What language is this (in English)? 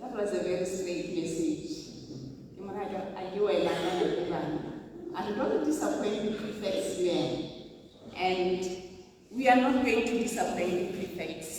Tswana